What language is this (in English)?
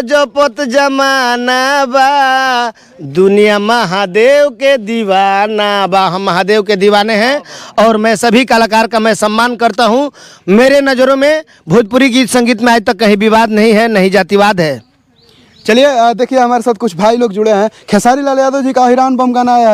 Bhojpuri